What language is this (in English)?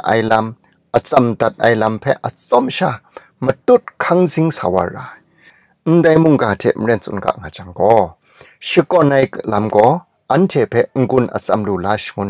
Kachin